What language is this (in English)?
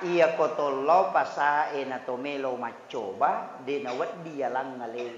Buginese